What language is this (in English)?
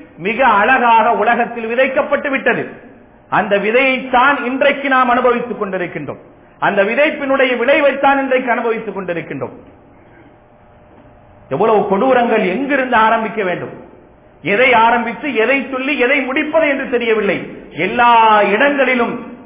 Tamil